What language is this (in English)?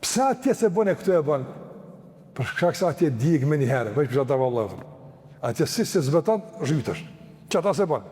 Albanian